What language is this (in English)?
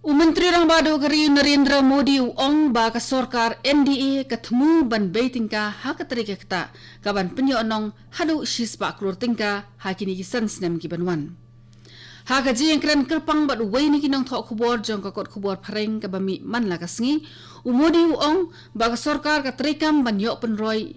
Khasi